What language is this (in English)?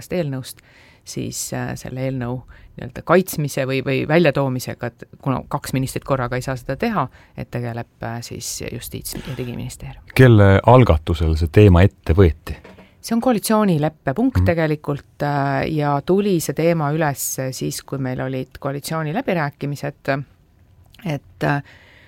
Estonian